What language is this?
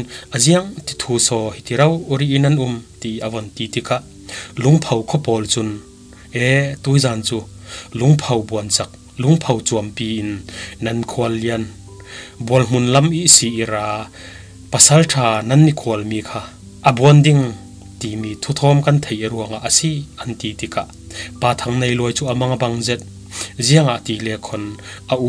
Falam Chin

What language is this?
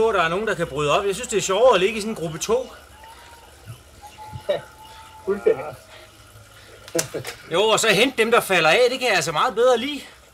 Danish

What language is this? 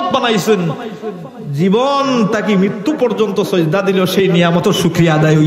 Sylheti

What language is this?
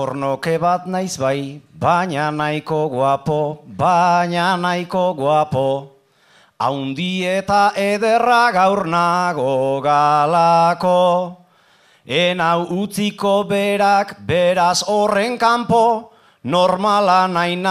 Basque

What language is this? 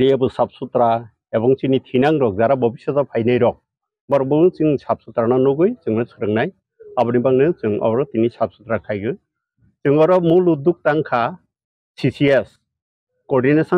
Kok Borok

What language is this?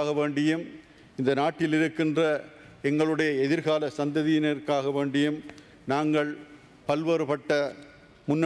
Tamil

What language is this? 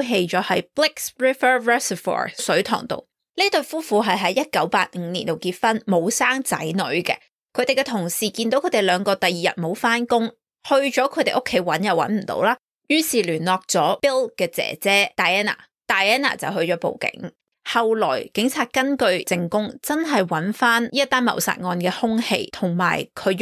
Cantonese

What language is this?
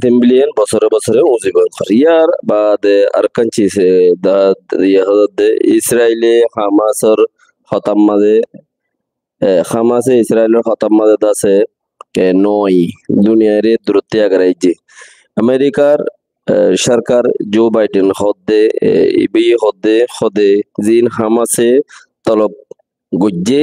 Rohingya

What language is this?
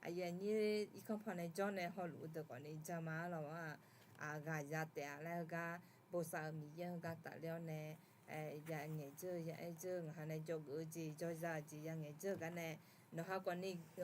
Akha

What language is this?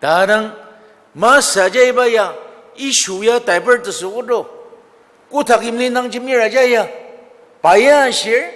Ao Naga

